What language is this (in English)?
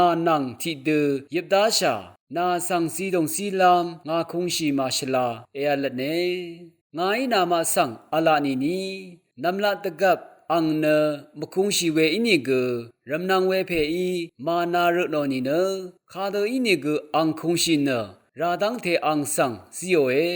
Rawang